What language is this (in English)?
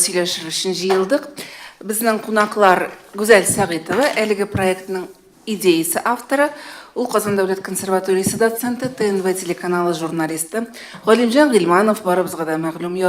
Tatar